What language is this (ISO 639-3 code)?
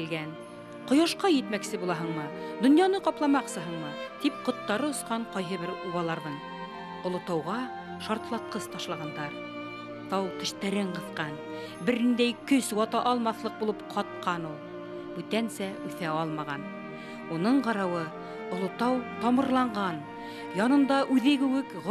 bak